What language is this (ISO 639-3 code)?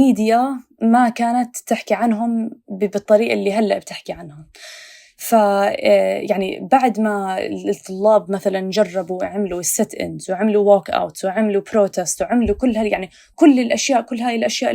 apc